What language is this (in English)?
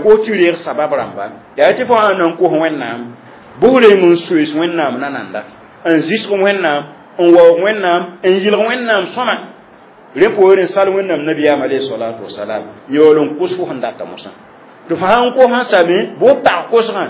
Mossi